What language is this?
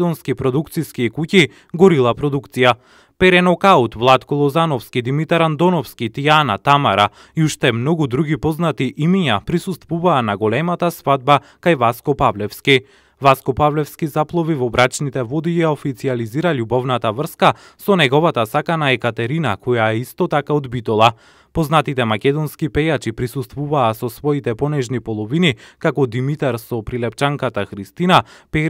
Macedonian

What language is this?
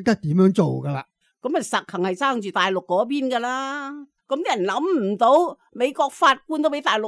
Cantonese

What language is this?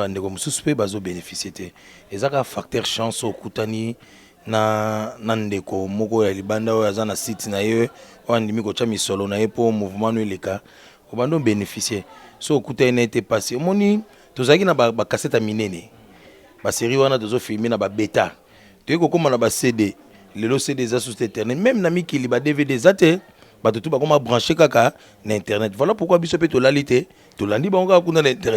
Lingala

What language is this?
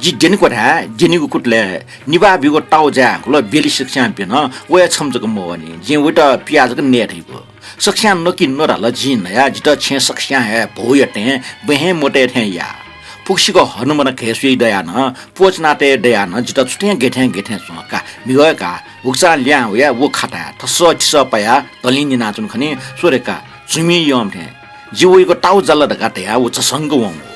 Newari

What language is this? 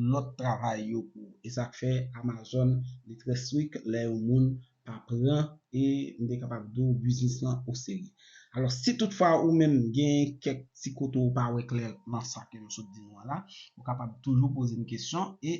Haitian Creole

